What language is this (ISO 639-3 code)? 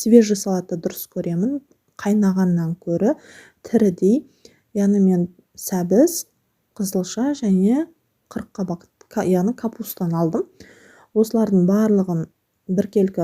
kaz